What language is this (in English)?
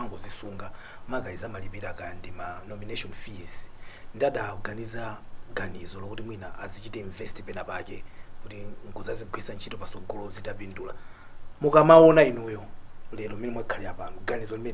Nyanja